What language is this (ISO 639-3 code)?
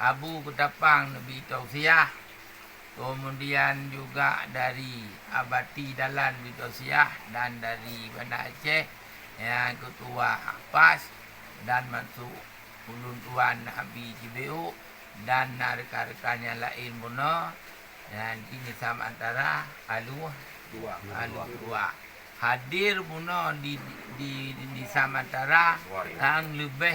ace